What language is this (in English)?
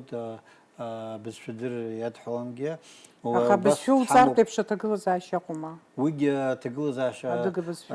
Abkhazian